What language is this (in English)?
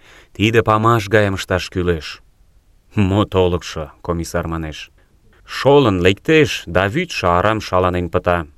Mari